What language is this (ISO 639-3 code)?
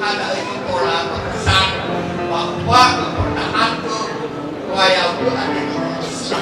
nia